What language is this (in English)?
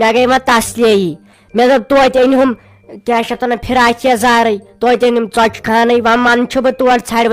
Kashmiri